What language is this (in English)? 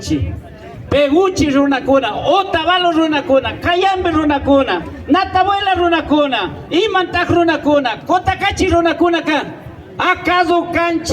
Imbabura Highland Quichua